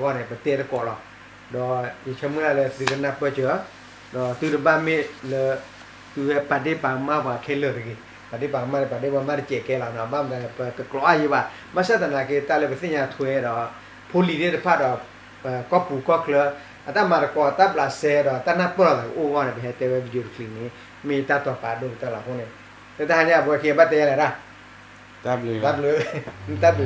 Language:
S'gaw Karen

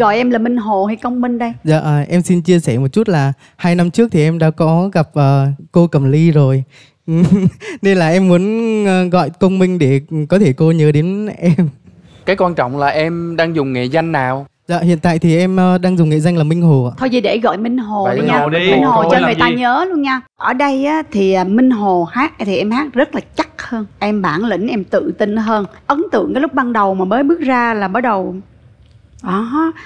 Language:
Vietnamese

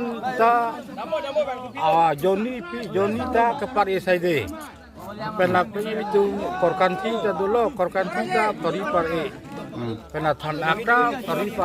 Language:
Karbi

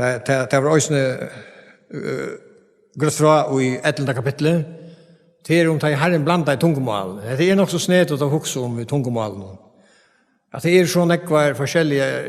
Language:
Faroese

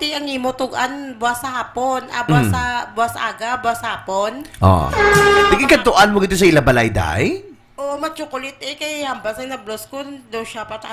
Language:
Hiligaynon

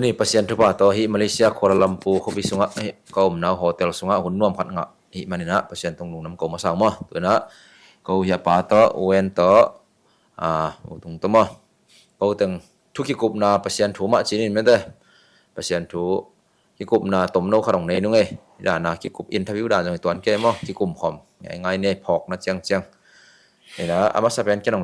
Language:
Tedim Chin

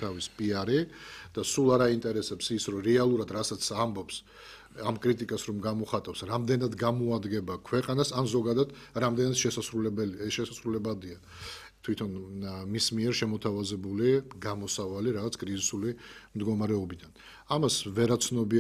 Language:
Georgian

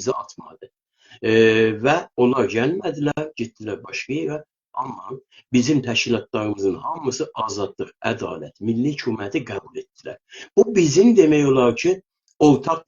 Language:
South Azerbaijani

